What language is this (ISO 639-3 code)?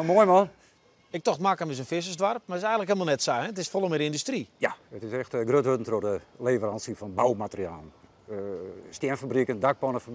fry